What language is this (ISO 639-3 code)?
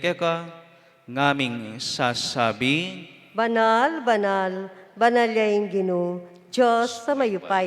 pam